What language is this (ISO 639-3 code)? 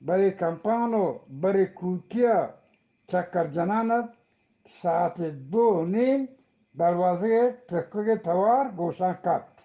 bgp